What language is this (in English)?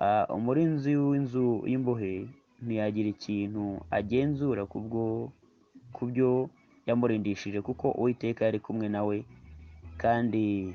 Kinyarwanda